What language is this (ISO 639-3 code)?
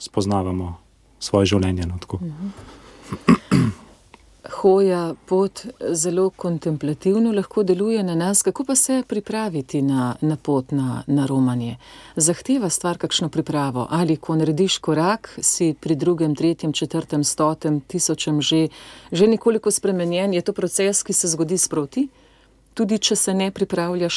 slv